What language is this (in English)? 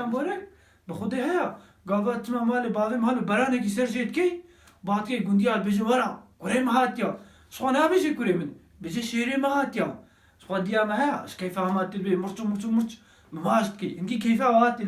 Kurdish